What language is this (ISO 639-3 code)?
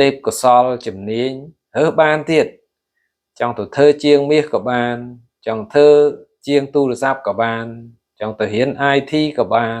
khm